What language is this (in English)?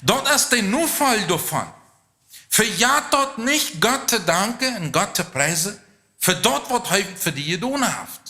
Plautdietsch